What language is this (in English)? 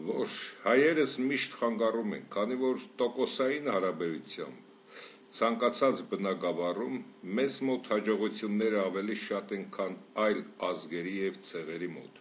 Armenian